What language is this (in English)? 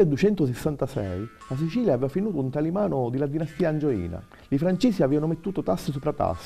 Sicilian